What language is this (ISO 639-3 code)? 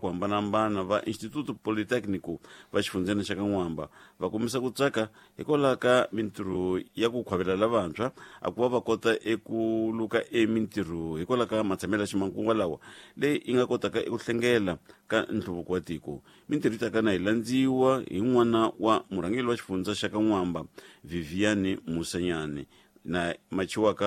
tso